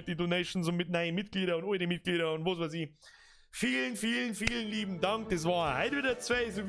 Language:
Bavarian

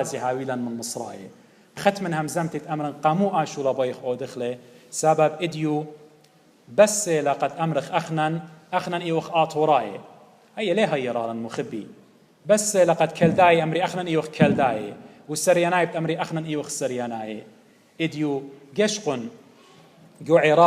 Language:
Assyrian Neo-Aramaic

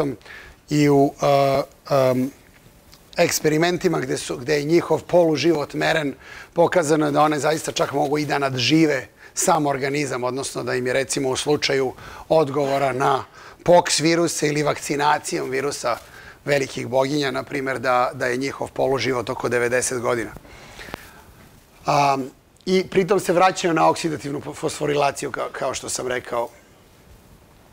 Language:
Serbian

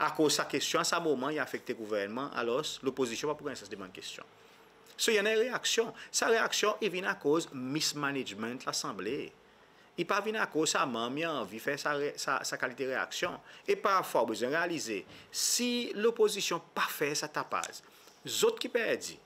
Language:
Seselwa Creole French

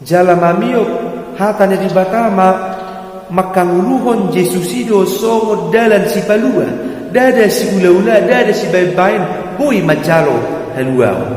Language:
Batak Toba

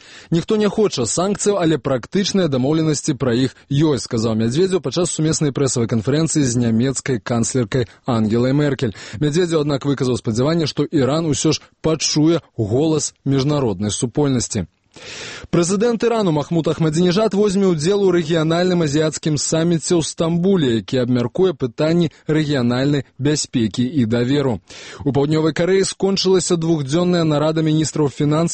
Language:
Belarusian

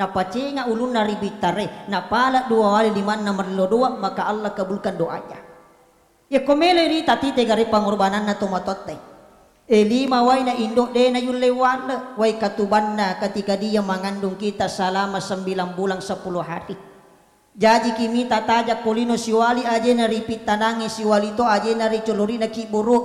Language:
Buginese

